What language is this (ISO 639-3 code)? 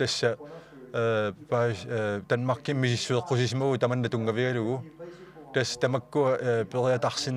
kal